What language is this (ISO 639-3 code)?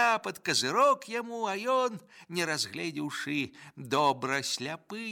bel